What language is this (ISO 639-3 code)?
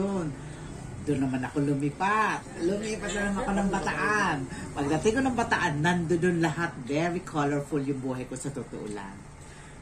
fil